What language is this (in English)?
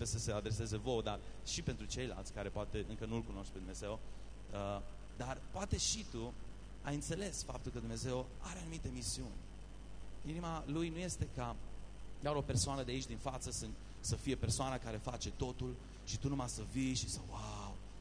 Romanian